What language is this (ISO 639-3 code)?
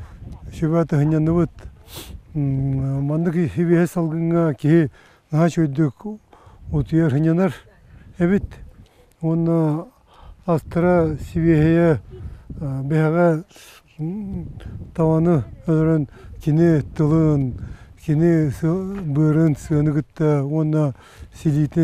sah